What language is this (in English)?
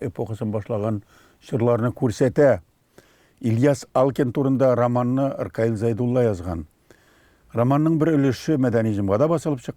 Tatar